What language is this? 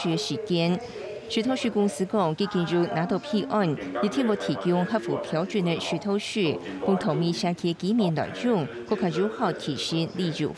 Hakka Chinese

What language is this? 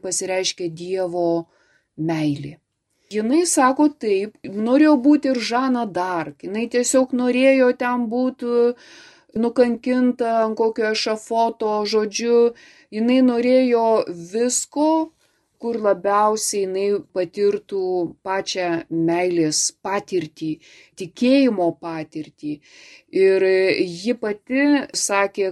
Lithuanian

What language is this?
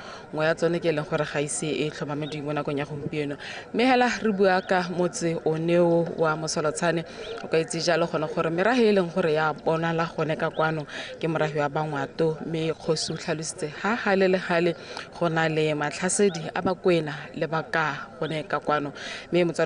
Tswana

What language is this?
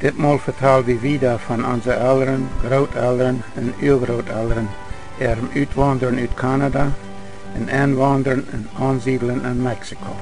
Plautdietsch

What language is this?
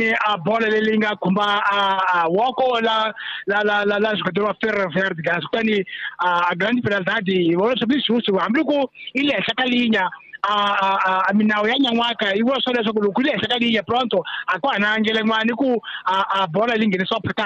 Tsonga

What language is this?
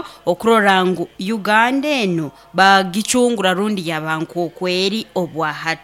Nyoro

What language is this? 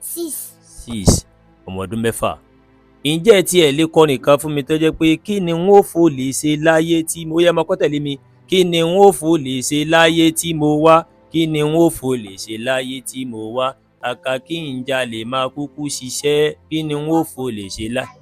Yoruba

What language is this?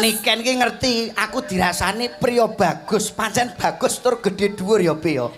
Javanese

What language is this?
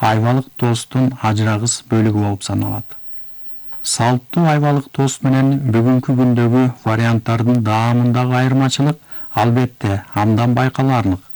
Kyrgyz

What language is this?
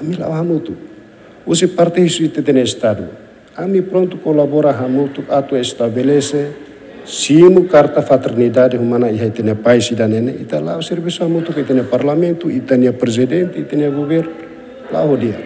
Tetum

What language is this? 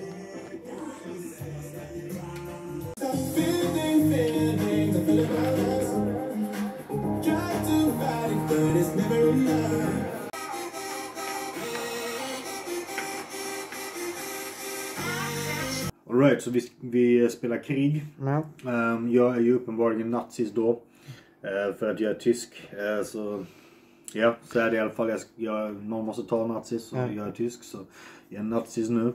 Swedish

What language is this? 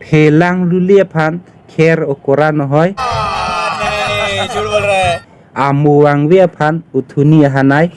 Karbi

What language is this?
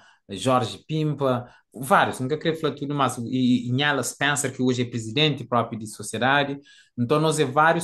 Kabuverdianu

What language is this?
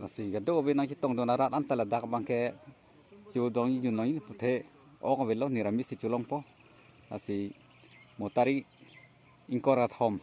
Karbi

